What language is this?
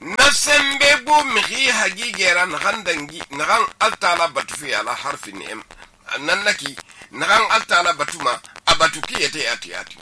Susu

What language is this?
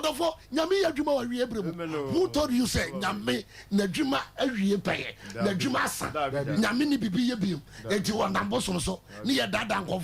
Akan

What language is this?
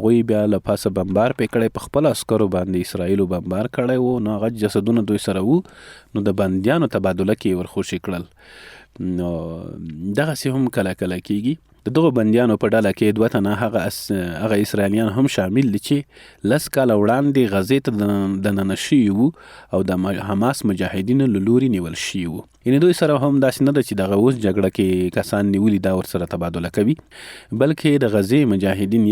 Pashto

